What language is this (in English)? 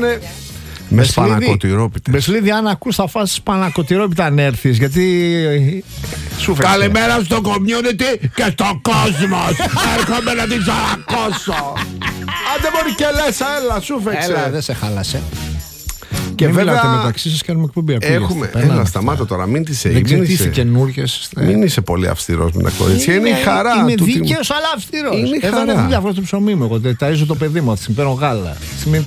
Greek